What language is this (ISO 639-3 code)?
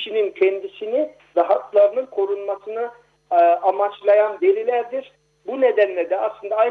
tur